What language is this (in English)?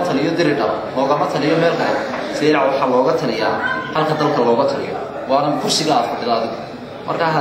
Somali